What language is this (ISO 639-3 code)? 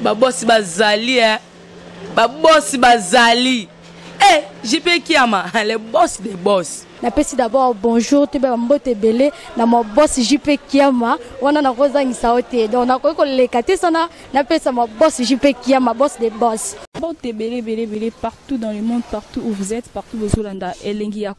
lin